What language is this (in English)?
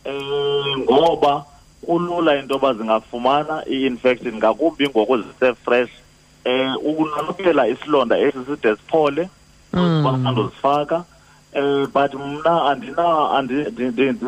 Xhosa